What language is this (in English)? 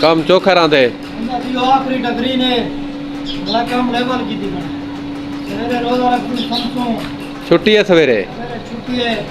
Saraiki